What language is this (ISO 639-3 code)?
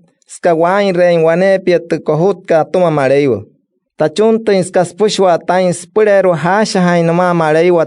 guc